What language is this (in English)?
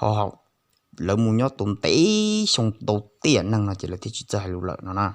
Hmong